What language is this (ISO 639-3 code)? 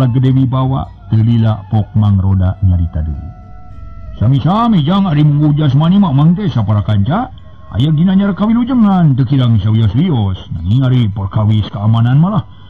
sun